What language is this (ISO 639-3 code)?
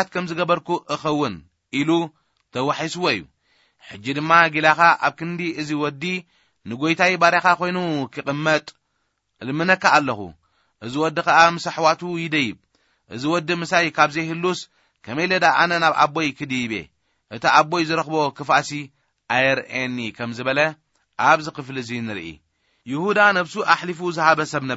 tir